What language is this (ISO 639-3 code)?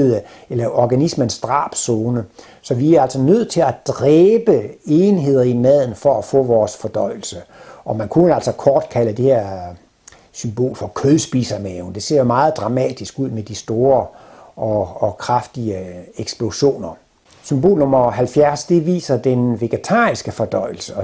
dan